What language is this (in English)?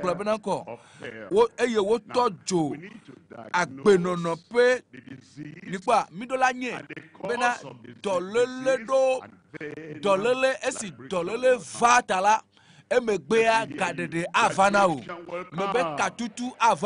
Ewe